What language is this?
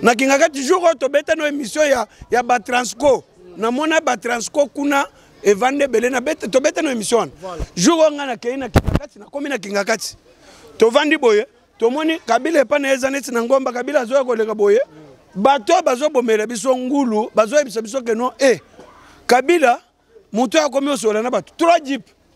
Lingala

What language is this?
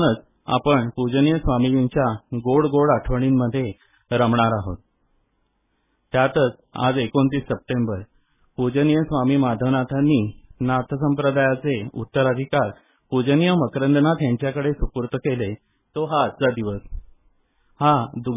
Marathi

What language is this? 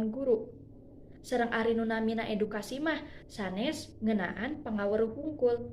Sundanese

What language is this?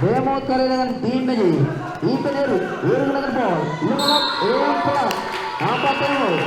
Marshallese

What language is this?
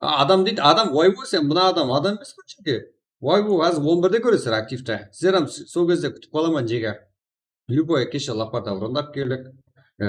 Kara-Kalpak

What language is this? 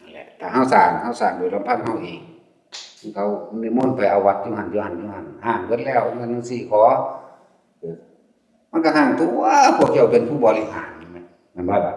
Northeastern Thai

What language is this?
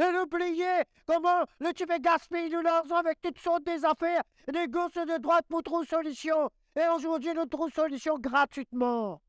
Morisyen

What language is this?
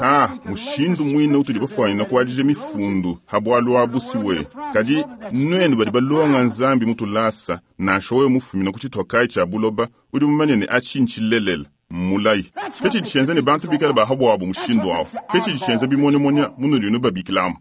Luba-Lulua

